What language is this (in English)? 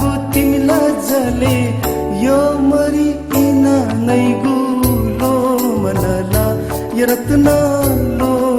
Newari